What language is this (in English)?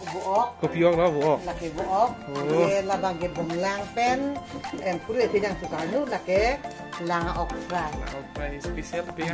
Karbi